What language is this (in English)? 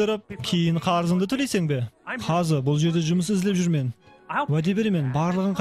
Kara-Kalpak